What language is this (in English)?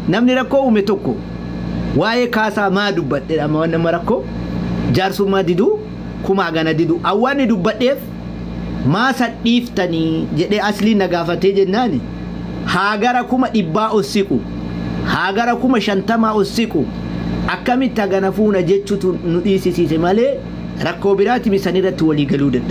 Oromo